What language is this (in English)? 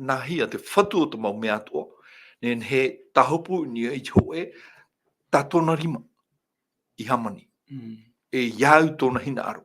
Tahitian